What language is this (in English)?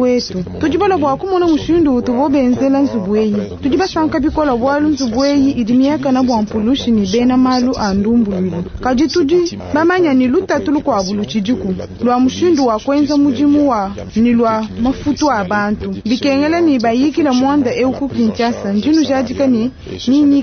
Luba-Lulua